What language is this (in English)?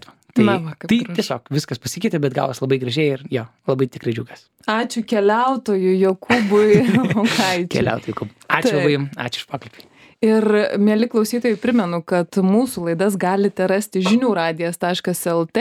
Lithuanian